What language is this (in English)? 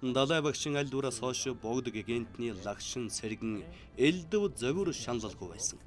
Mongolian